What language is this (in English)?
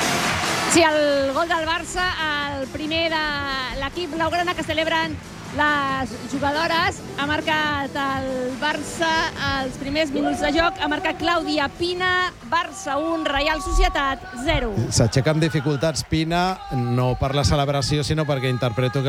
Catalan